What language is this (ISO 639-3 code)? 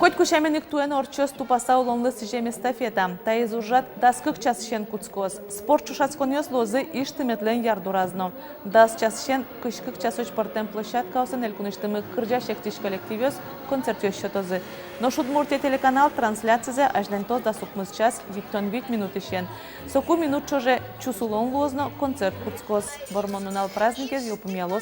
udm